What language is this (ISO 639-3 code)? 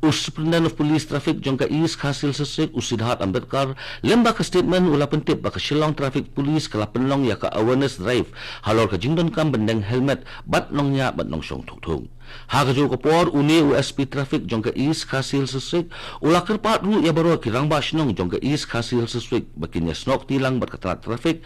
kha